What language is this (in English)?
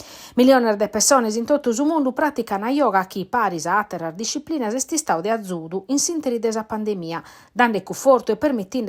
Sardinian